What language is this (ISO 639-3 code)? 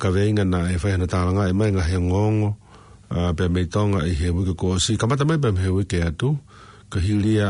ton